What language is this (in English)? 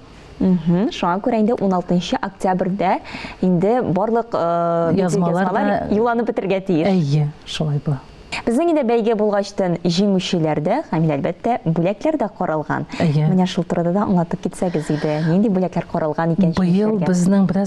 Tatar